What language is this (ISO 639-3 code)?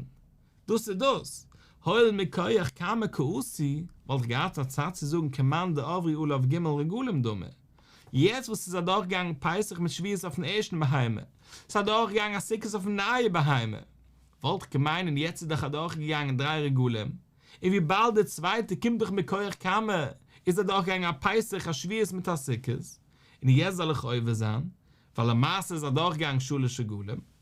yid